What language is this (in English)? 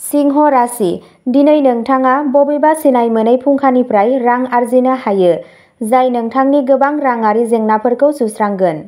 Bodo